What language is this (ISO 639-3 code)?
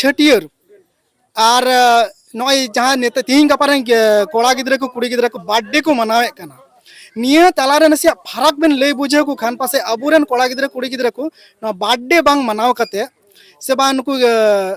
sat